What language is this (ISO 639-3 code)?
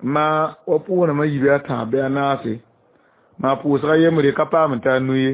mos